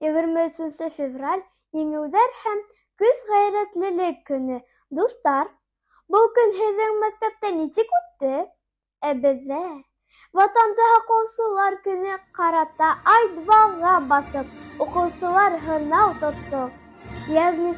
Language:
Bashkir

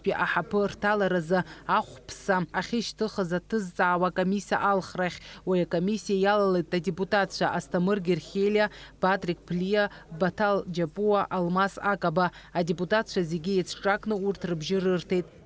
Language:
Abkhazian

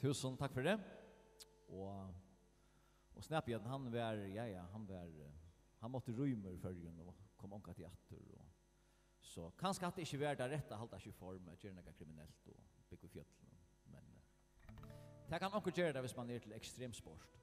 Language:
Faroese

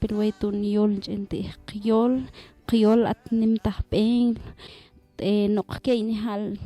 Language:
Mam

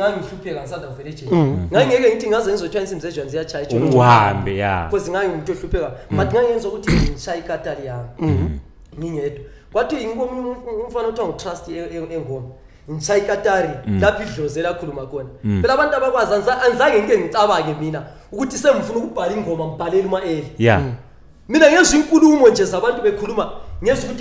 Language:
Zulu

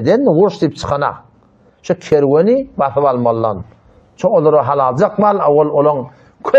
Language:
Turkmen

